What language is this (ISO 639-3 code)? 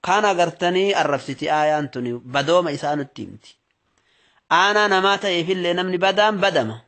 orm